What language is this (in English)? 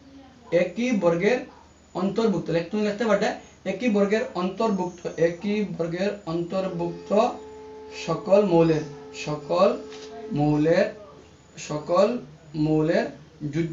Bangla